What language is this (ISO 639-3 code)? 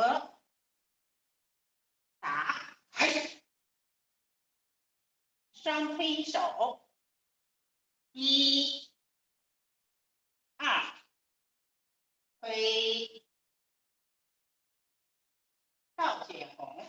zho